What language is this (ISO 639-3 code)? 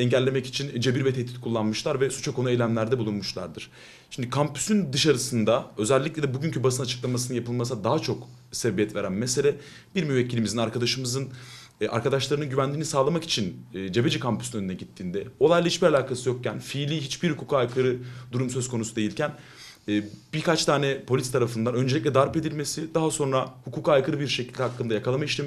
tur